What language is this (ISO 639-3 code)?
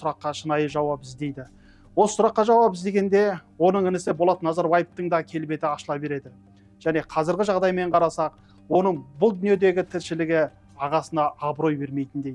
kaz